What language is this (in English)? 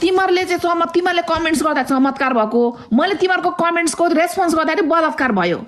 Nepali